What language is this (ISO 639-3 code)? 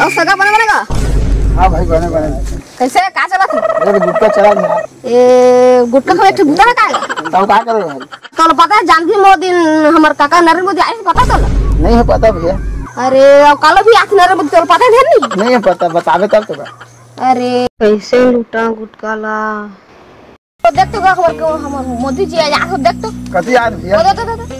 hne